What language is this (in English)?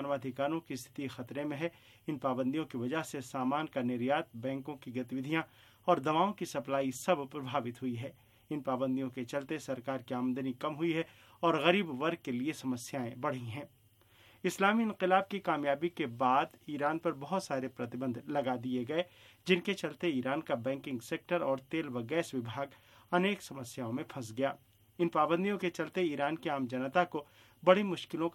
Hindi